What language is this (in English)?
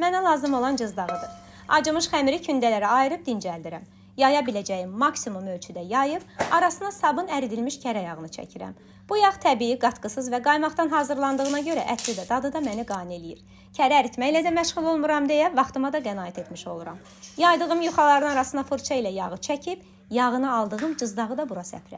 Azerbaijani